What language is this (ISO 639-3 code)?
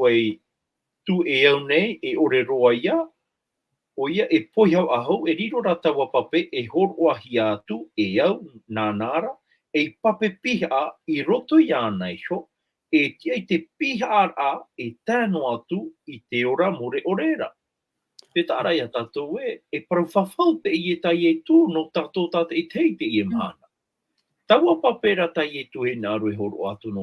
tah